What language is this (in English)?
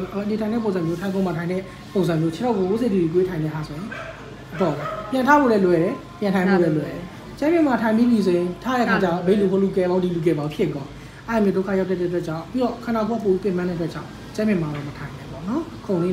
Burmese